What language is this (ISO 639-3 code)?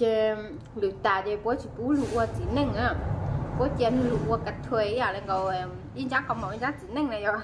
hmn